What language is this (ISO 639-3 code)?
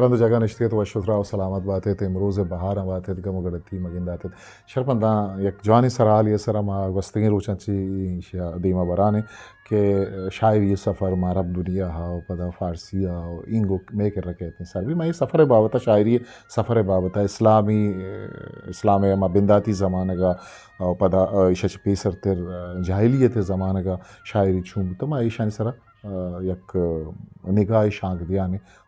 bgp